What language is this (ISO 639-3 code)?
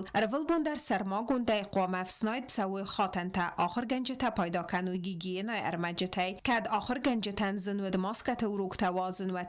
oss